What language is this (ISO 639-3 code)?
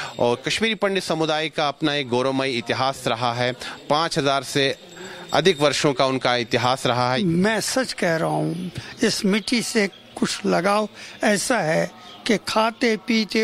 hin